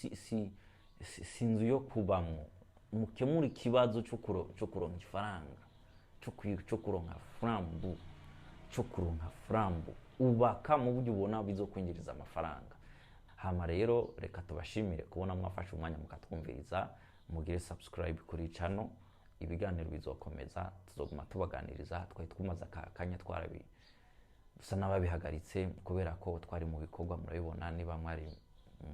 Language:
Rundi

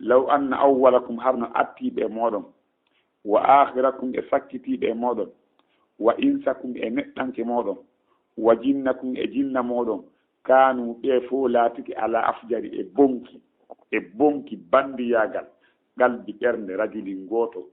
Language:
Fula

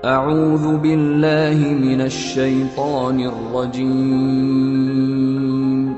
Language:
Minangkabau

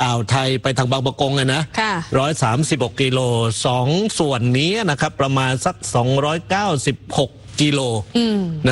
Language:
Thai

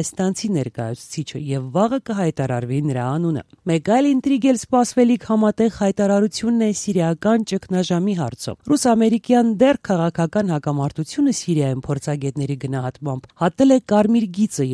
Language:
Armenian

